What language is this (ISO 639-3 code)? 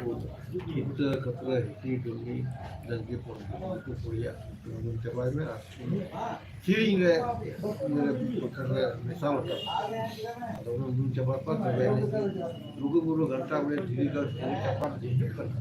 sat